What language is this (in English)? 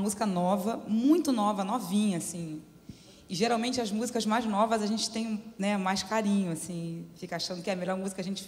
Portuguese